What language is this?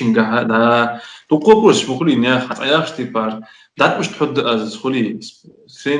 Ingush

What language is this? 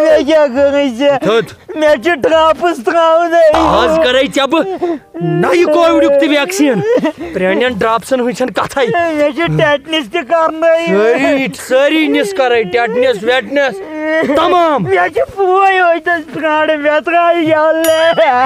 Kashmiri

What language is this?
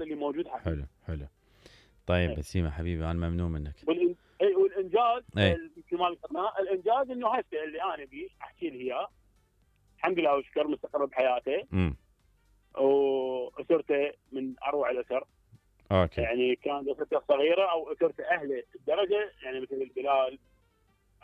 Mesopotamian Arabic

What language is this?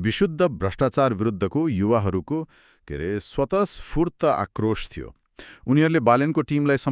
Nepali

